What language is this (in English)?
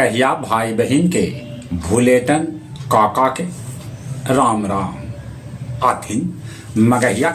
Magahi